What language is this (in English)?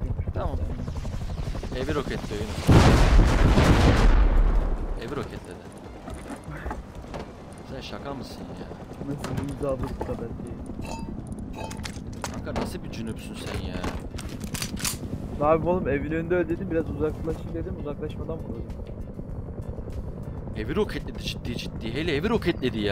Turkish